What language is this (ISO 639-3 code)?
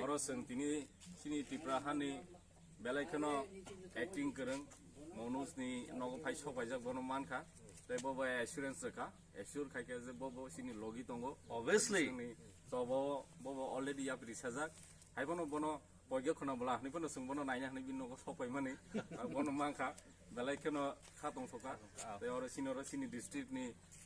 trp